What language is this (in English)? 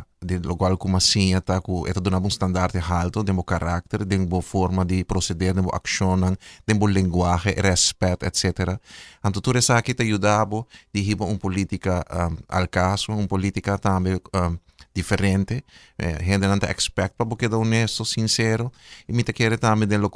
Papiamento